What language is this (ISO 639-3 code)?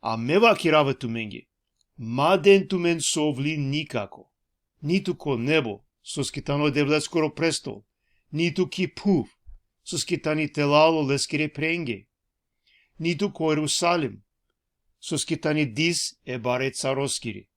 rmn